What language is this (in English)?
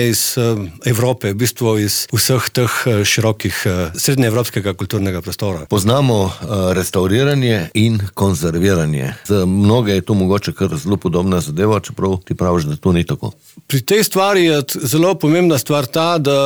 Slovenian